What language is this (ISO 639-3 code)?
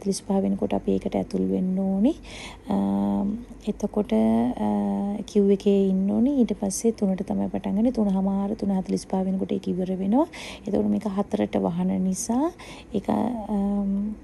sin